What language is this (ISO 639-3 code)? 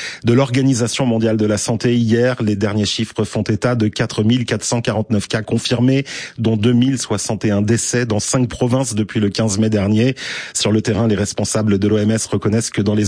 fra